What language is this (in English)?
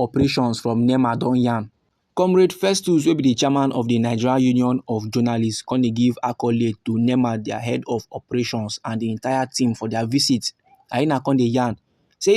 Nigerian Pidgin